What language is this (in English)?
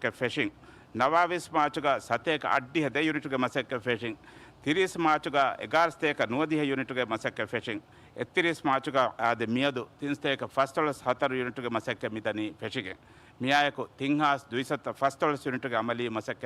Divehi